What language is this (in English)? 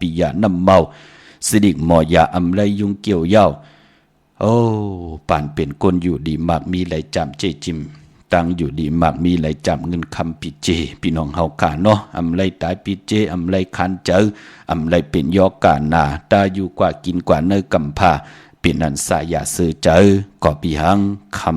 Shan